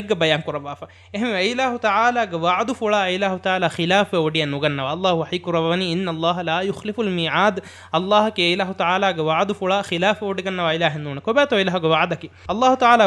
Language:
Divehi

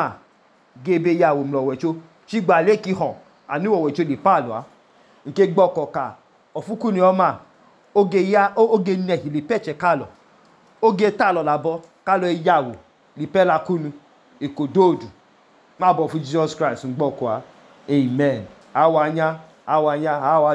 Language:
Idoma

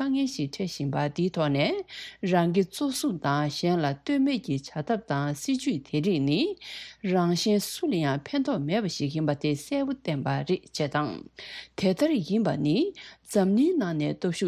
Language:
Tibetan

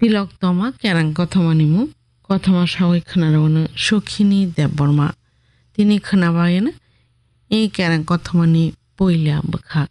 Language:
Kok Borok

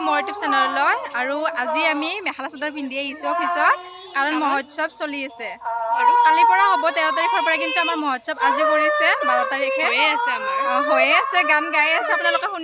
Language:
Assamese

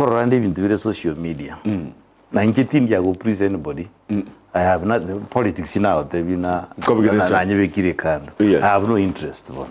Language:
Gusii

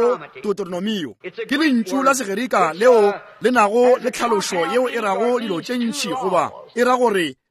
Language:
Northern Sotho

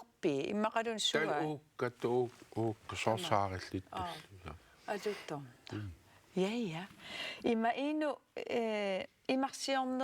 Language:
Kalaallisut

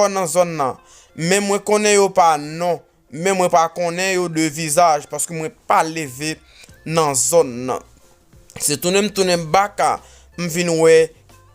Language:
Haitian Creole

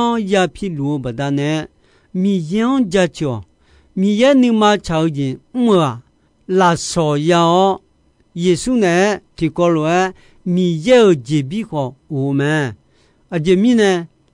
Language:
Akha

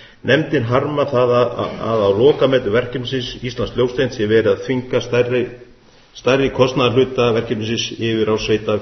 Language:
Icelandic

